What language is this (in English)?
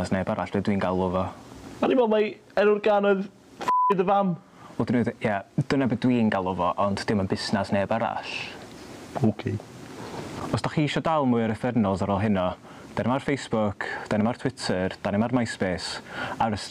Welsh